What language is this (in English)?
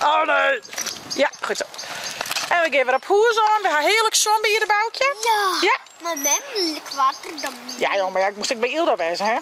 Western Frisian